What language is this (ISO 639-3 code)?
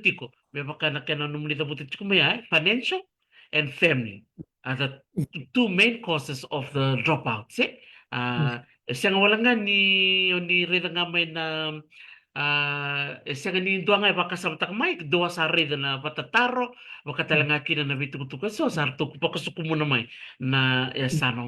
fij